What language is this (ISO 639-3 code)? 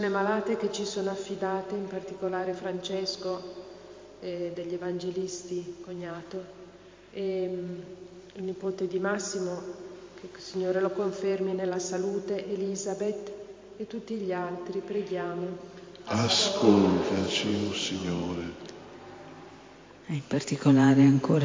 ita